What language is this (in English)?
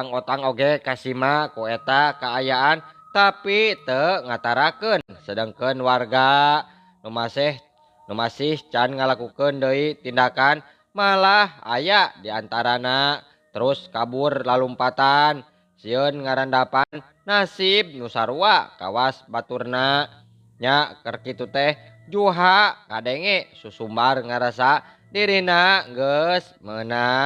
Sundanese